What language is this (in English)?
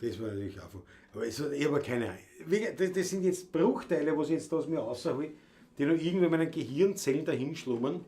Bavarian